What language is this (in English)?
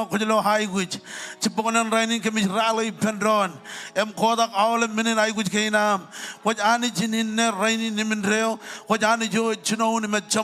Marshallese